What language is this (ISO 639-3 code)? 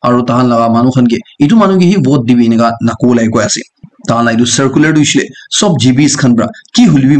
nag